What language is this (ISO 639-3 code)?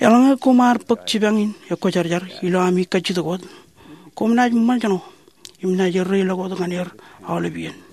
mah